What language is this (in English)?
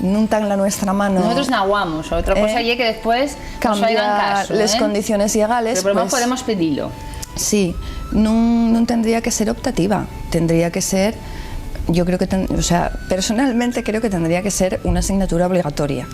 Asturian